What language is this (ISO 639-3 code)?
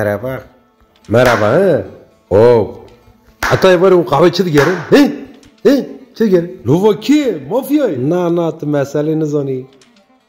kur